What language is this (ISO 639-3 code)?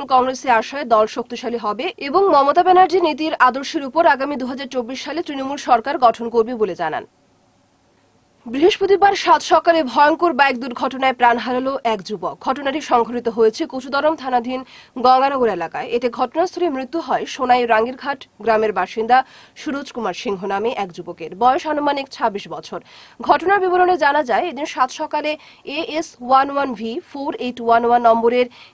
ben